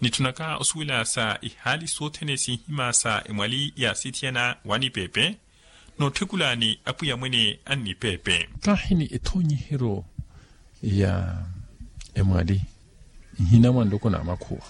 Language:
Makhuwa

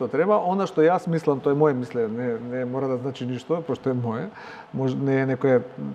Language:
Macedonian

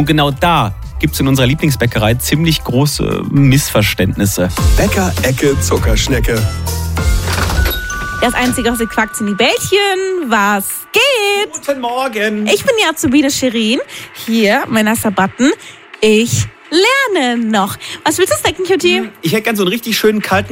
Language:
German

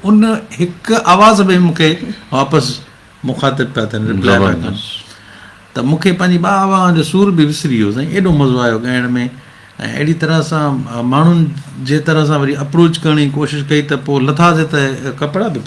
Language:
Sindhi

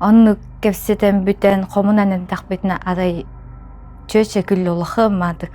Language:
Yakut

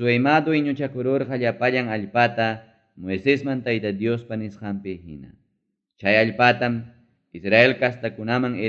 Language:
Ayacucho Quechua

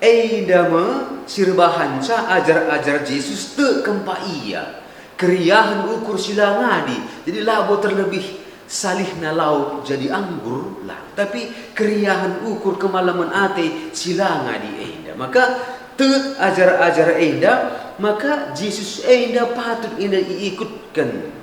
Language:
Batak Karo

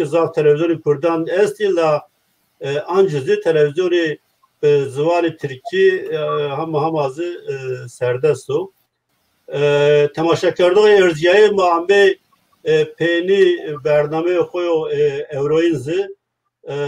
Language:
Zaza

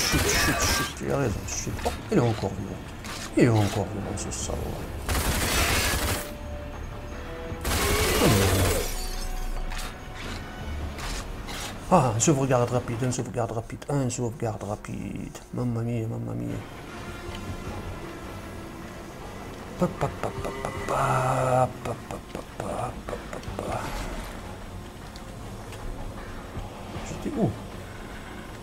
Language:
French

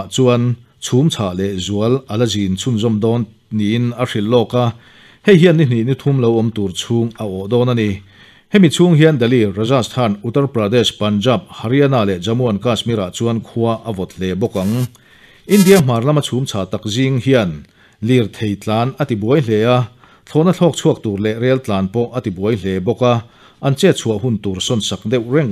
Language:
Mizo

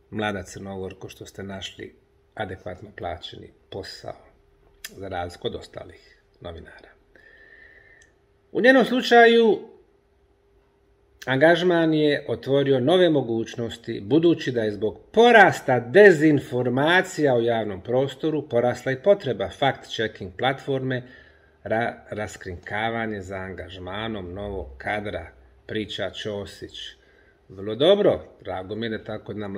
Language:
Bosnian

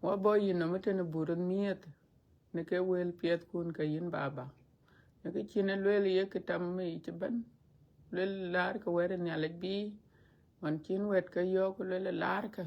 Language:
Dinka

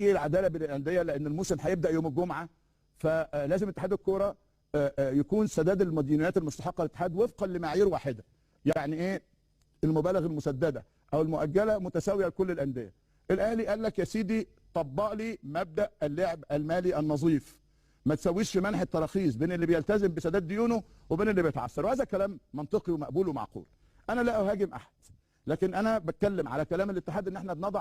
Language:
Egyptian Arabic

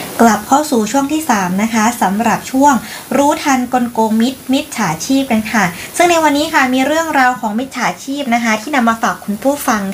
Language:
Thai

